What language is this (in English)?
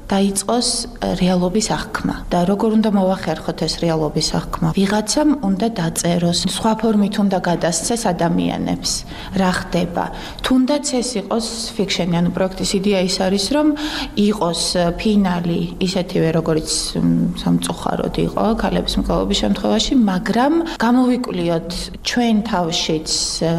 Georgian